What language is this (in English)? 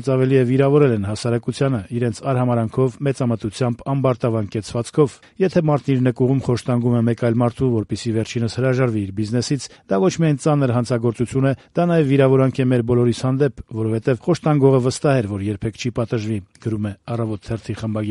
Armenian